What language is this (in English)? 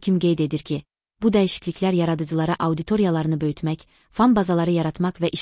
Azerbaijani